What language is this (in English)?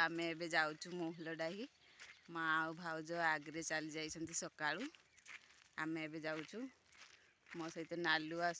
Odia